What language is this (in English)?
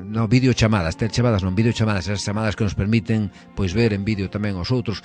Galician